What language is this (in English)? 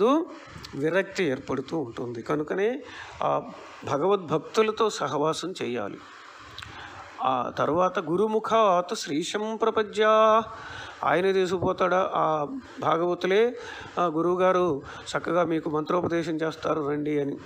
Telugu